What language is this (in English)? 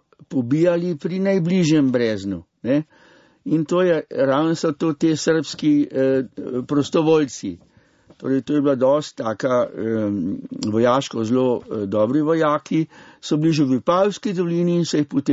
Slovenian